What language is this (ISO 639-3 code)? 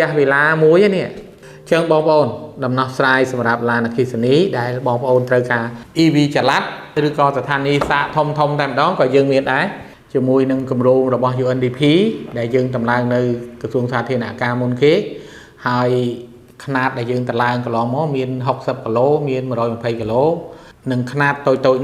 khm